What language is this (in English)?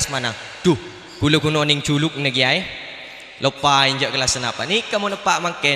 Madurese